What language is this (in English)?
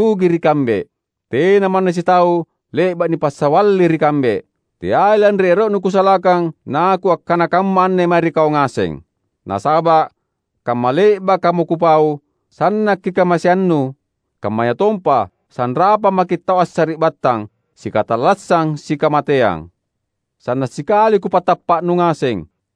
Makasar